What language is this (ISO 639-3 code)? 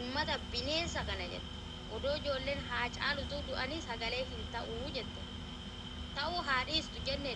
orm